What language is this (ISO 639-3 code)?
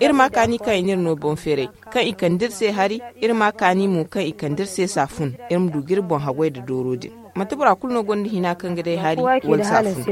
dje